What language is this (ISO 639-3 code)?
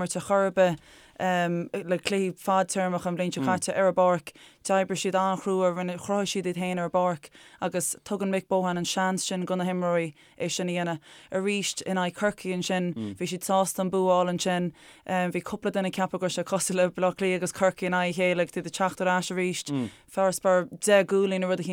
gle